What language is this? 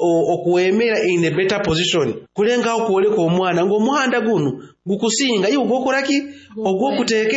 Nyoro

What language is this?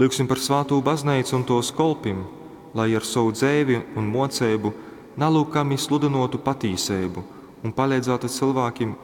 Latgalian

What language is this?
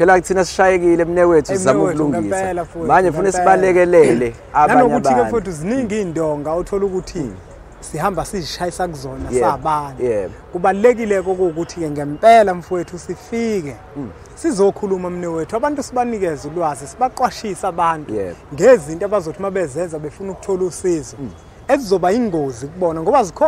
Zulu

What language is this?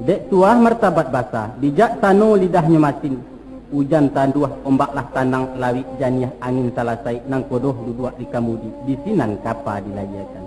Minangkabau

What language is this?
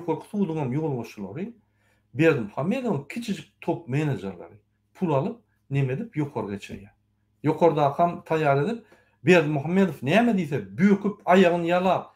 Turkmen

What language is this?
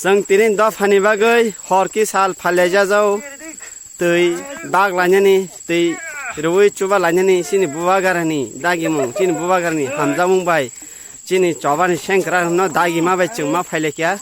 Kok Borok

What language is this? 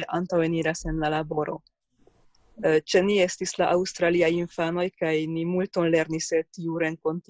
Esperanto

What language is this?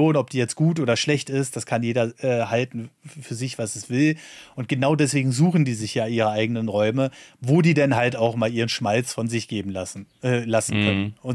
German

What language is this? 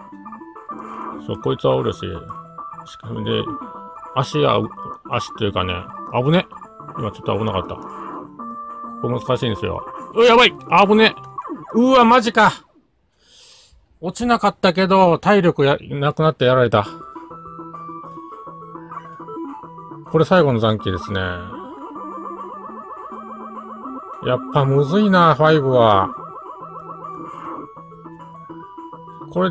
Japanese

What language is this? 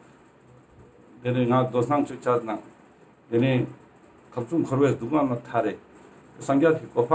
Ladakhi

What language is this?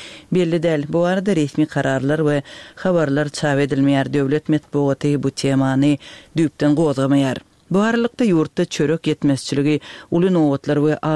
Turkmen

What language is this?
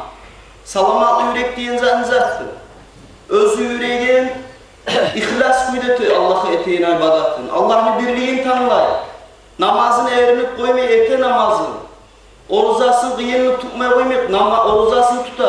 Kumyk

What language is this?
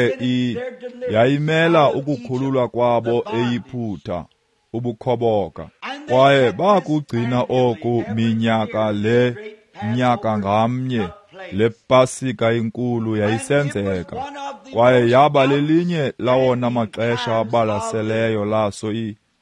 Xhosa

